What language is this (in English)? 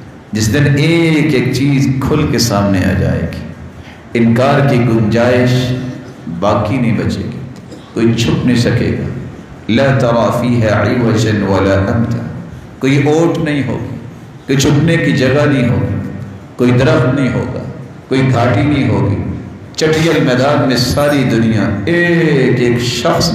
Urdu